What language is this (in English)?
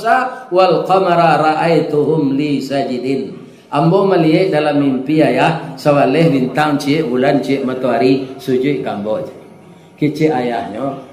Minangkabau